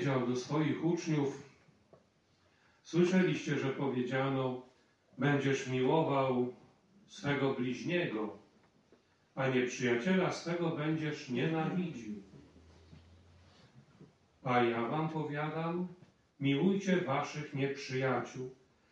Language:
Polish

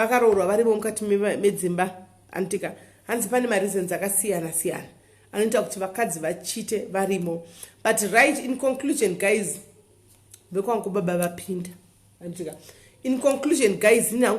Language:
Shona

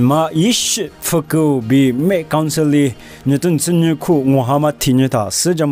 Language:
Lisu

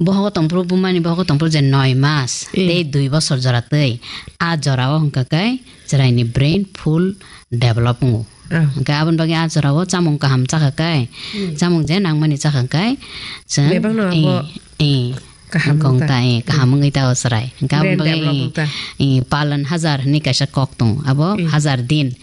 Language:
Kok Borok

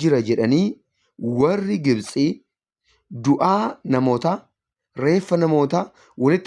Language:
Oromo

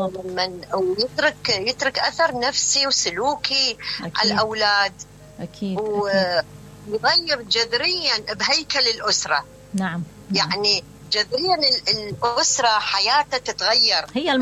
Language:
Mesopotamian Arabic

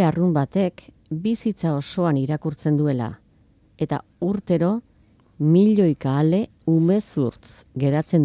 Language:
Basque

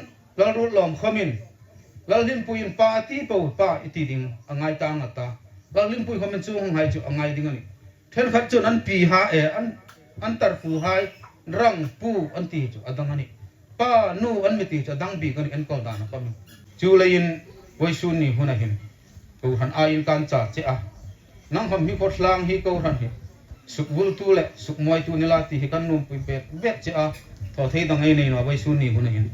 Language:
Hmar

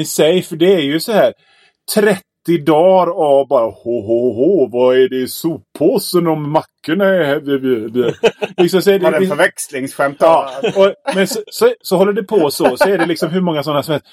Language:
Swedish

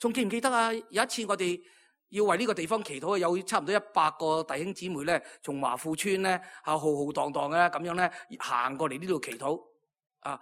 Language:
Cantonese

